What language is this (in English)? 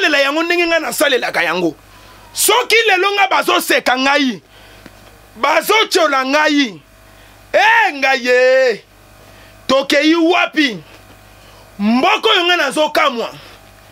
Lingala